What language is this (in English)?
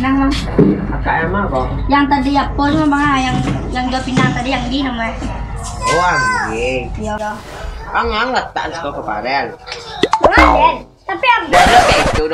Minangkabau